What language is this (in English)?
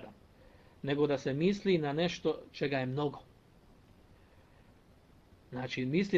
Bosnian